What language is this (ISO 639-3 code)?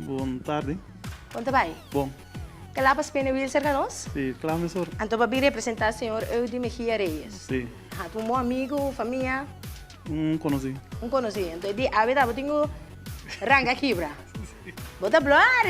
pap